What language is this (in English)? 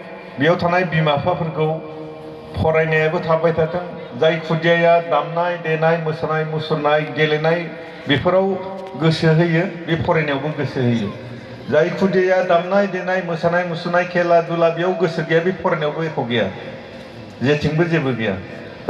Bodo